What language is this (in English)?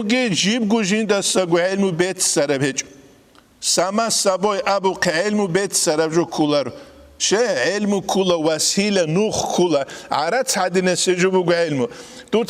Avaric